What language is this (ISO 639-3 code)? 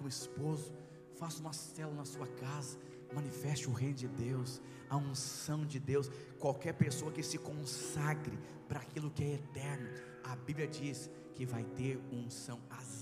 por